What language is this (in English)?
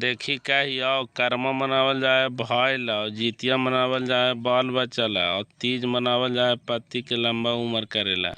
Magahi